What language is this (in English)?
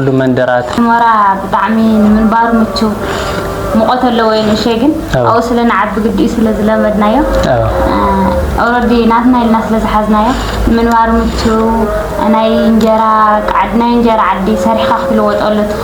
Tigrinya